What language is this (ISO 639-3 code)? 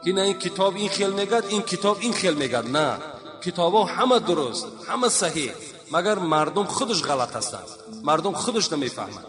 tgk